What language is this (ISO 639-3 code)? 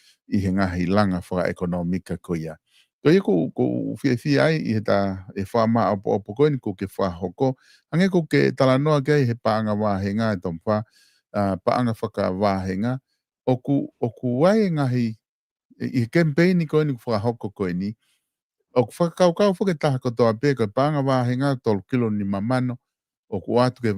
ton